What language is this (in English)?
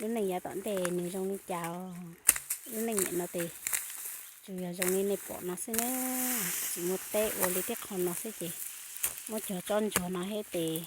Hmong